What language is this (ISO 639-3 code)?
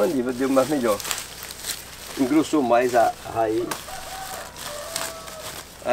por